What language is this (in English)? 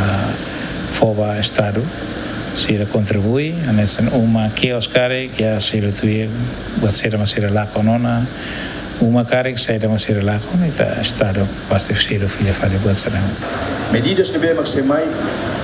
Tetum